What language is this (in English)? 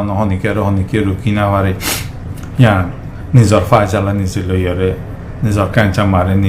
Rohingya